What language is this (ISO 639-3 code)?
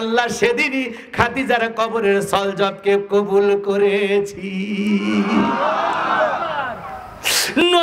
ben